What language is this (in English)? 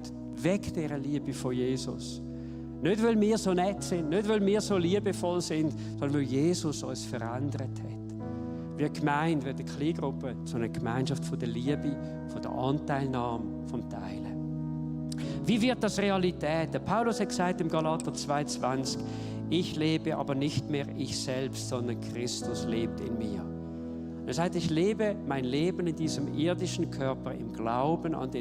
Swiss German